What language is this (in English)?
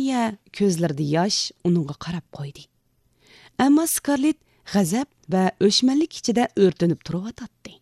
Uyghur